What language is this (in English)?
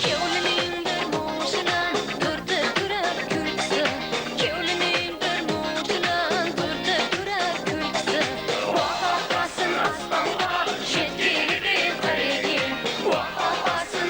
Kara-Kalpak